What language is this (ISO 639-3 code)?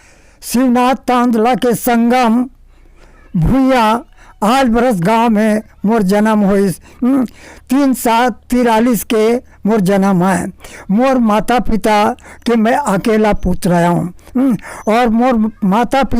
hne